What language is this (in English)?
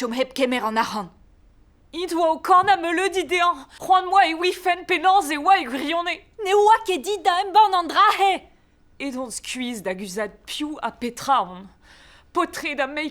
Breton